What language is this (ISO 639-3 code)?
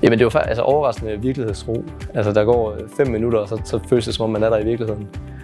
dan